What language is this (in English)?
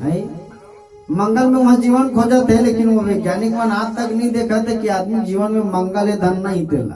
Chhattisgarhi